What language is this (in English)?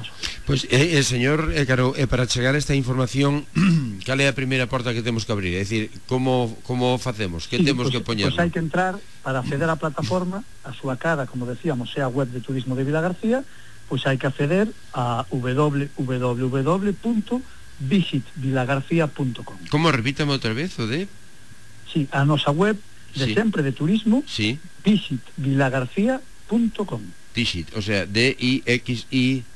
Galician